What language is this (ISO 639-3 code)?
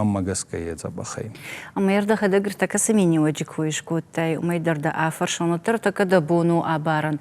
oss